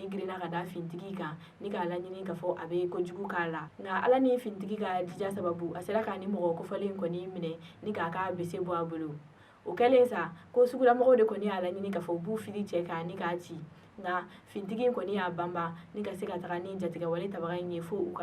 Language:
Bambara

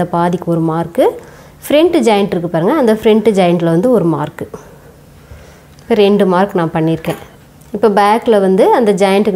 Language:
Tamil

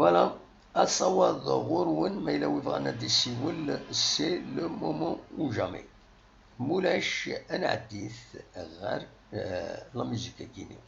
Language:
Kabyle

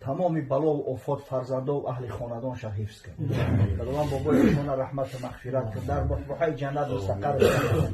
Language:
Tajik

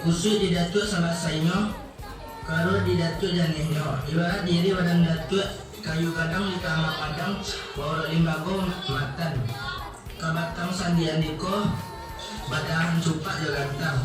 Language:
Minangkabau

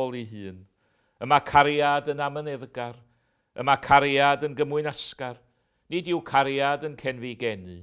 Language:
Welsh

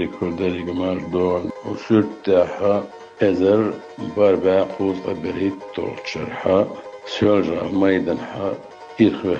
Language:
Chechen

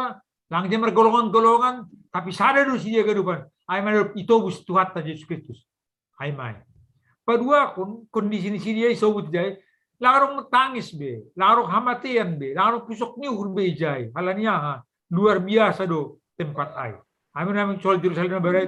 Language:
Batak Simalungun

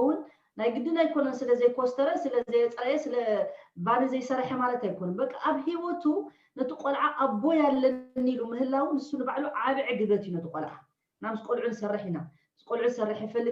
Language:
Tigrinya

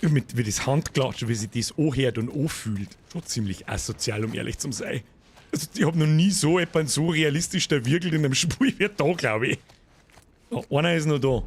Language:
Bavarian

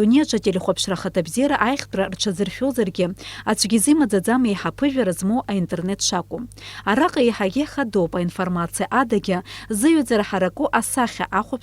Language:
Abkhazian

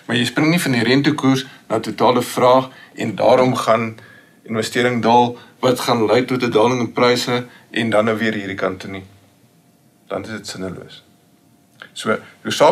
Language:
Afrikaans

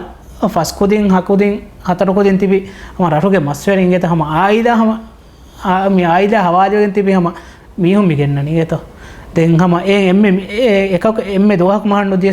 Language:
Divehi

